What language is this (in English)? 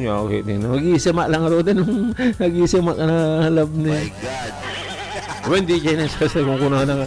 Iloko